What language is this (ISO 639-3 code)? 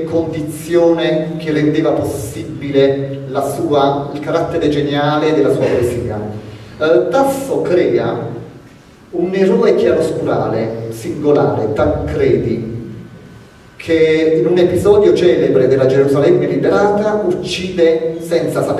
ita